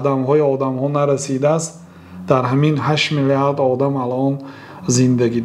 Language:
Persian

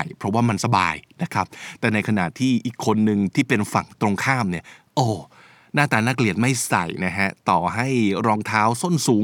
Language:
Thai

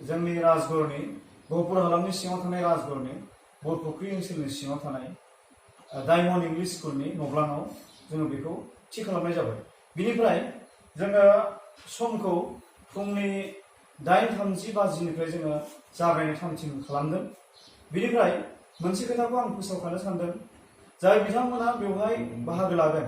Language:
Bodo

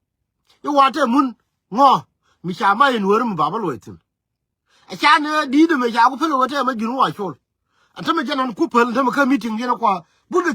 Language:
Nuer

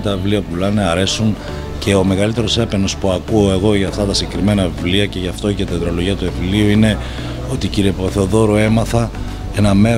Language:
Greek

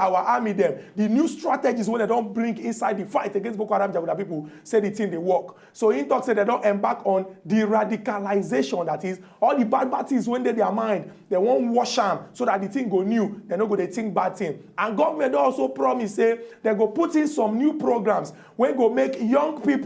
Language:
Nigerian Pidgin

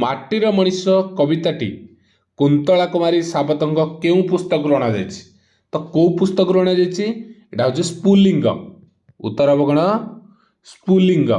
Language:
Odia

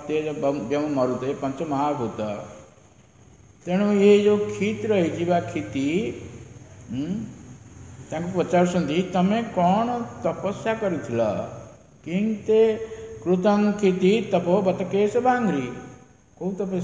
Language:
Odia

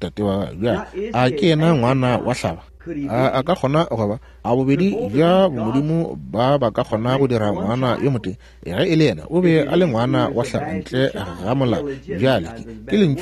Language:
Northern Sotho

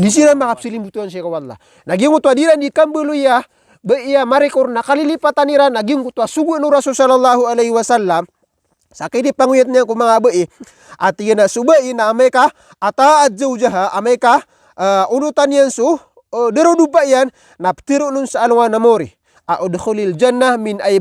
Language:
Maranao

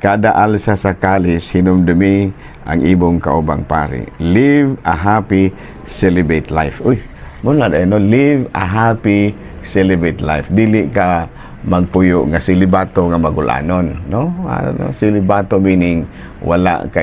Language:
Cebuano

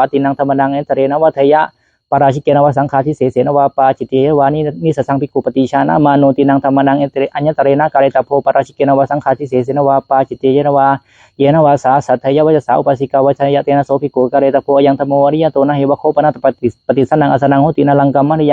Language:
Pali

